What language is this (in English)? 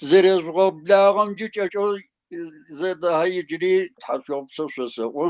Adyghe